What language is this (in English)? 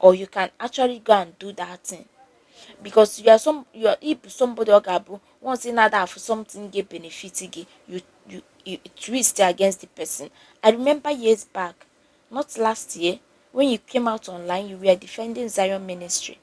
Igbo